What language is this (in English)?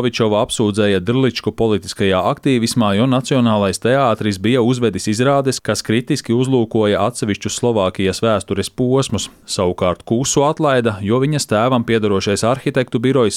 Latvian